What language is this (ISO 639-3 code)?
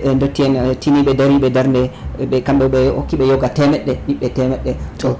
ful